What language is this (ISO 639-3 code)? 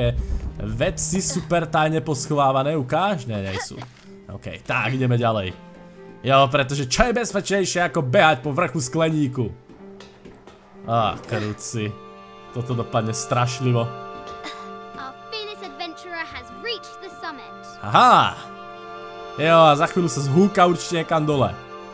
slk